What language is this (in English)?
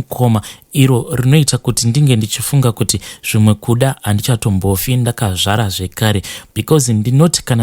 Shona